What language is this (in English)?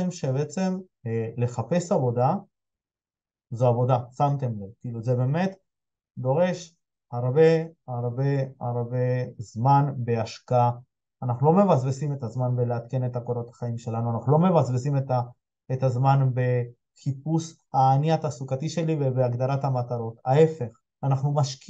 Hebrew